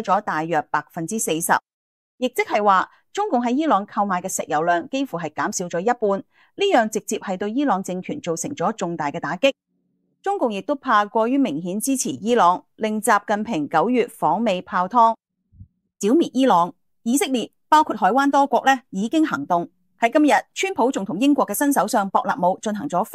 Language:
Cantonese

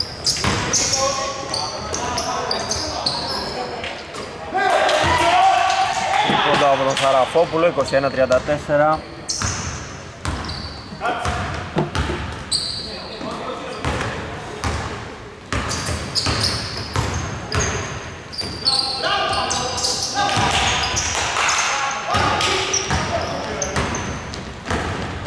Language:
Greek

